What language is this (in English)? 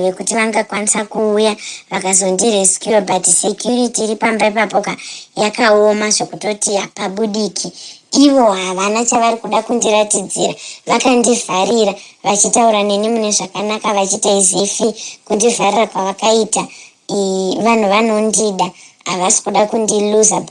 Shona